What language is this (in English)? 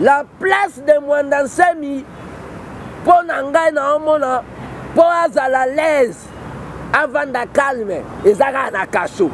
Lingala